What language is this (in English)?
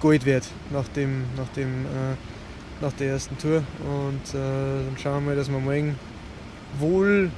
Bavarian